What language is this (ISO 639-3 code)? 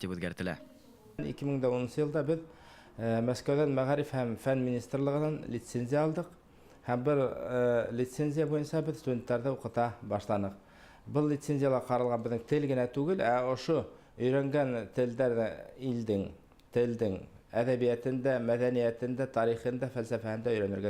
bak